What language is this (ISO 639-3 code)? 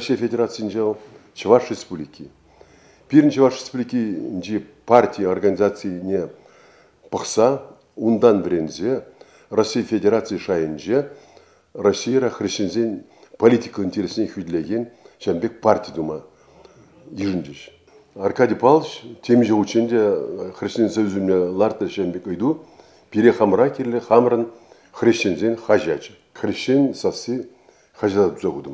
chv